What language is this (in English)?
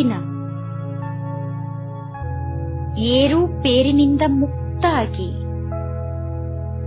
Kannada